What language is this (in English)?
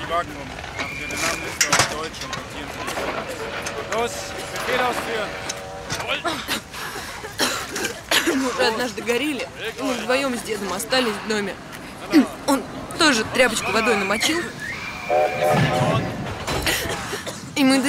Russian